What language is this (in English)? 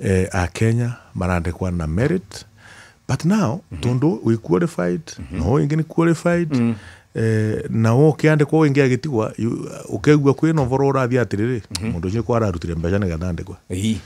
Kikuyu